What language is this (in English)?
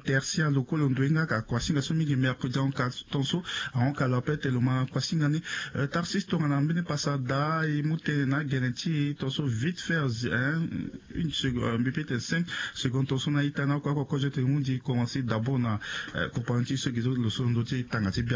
Sango